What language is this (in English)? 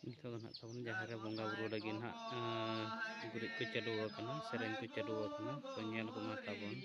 Santali